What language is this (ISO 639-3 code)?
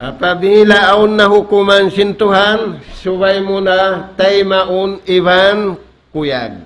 tsg